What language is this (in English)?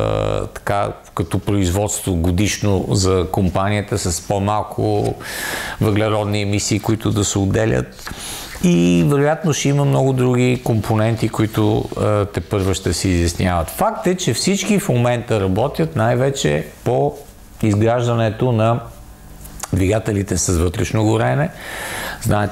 Bulgarian